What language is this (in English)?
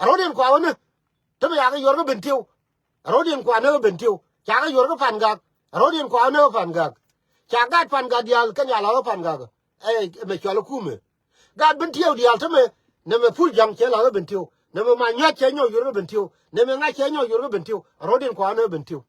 Nuer